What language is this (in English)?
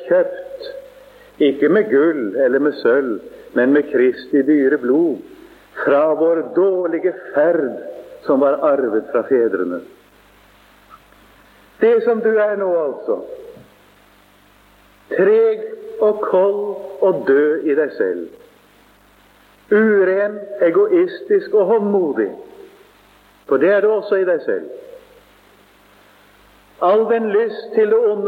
Norwegian